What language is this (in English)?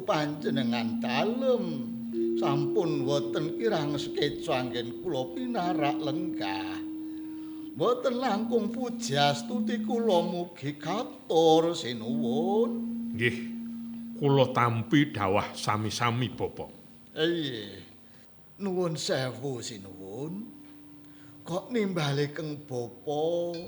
Javanese